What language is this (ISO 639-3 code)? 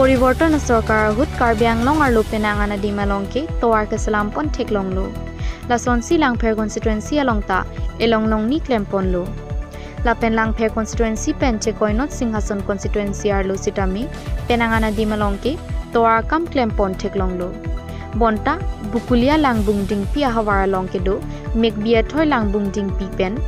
mjw